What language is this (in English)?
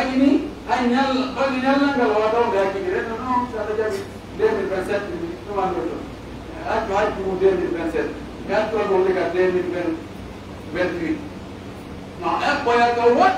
Pular